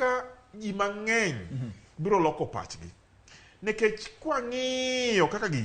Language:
Luo (Kenya and Tanzania)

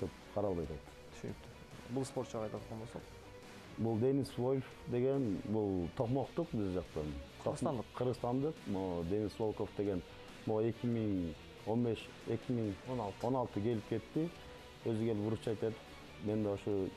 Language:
Kyrgyz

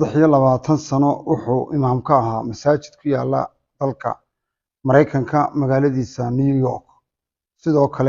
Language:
Somali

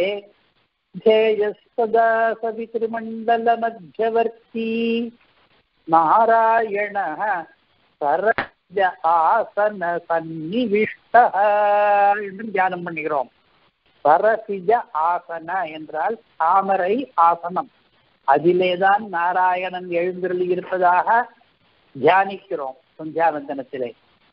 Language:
Tamil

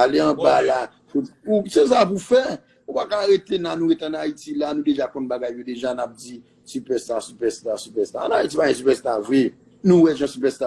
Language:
Haitian Creole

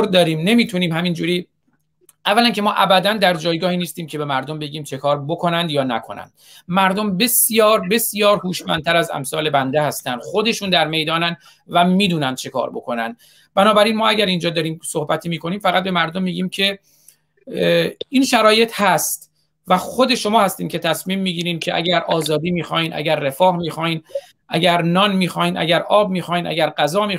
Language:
Persian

